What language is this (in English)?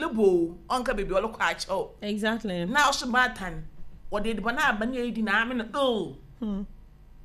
Akan